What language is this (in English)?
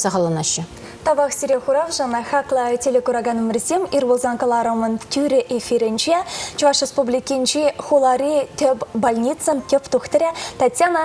Chuvash